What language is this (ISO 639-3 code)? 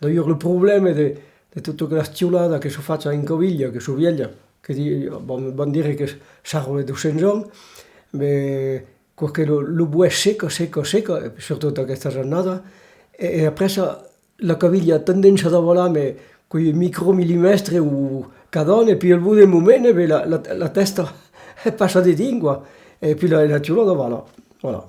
oci